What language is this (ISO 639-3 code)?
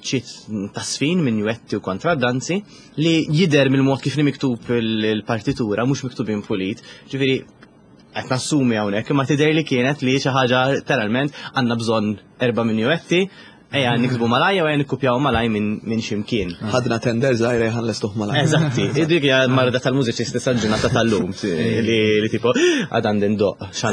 mlt